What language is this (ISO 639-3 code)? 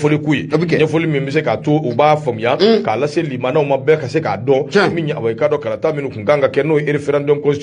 bam